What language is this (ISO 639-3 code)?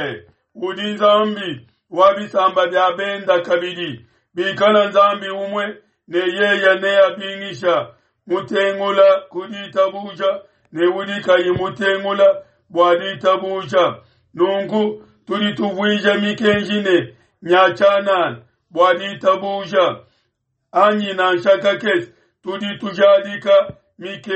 lua